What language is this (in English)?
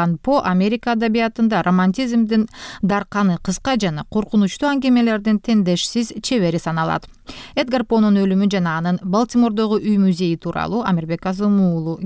Kyrgyz